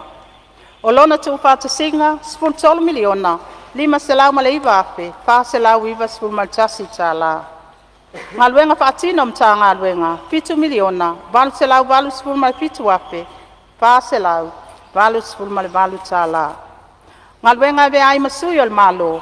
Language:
Samoan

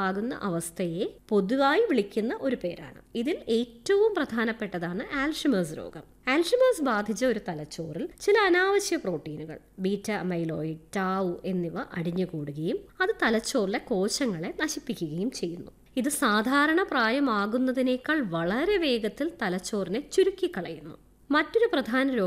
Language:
Malayalam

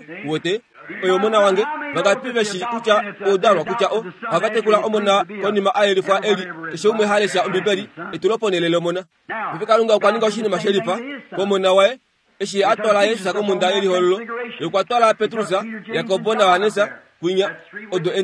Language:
Kuanyama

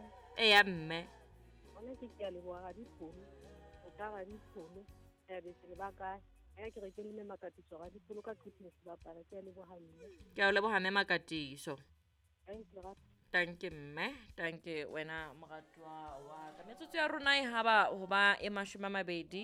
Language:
Southern Sotho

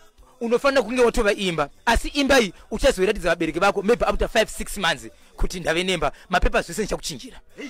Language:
Shona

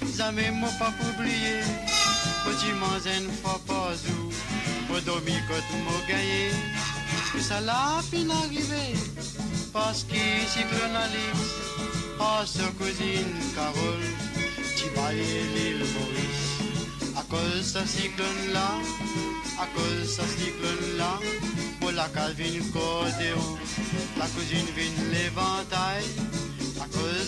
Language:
Morisyen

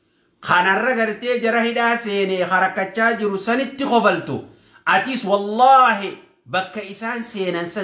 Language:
Oromo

